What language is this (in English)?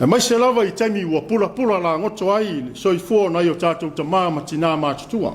Samoan